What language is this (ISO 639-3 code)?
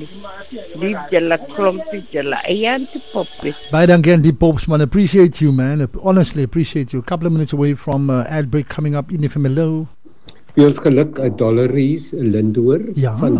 afr